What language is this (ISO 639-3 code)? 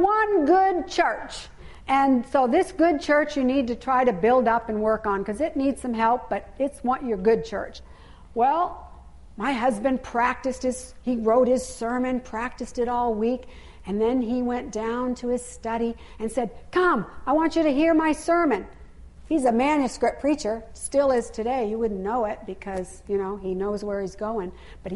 eng